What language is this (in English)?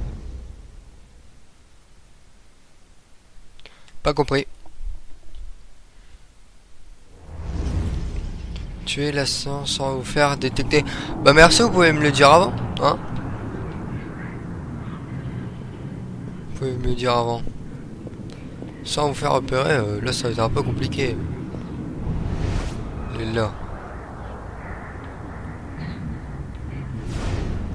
French